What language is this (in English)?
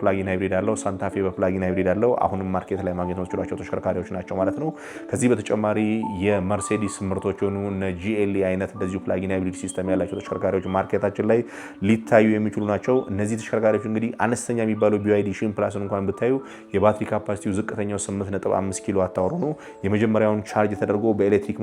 Amharic